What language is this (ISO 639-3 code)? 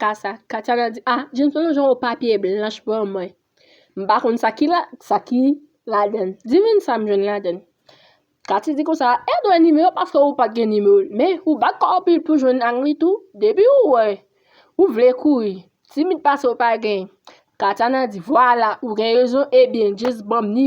hat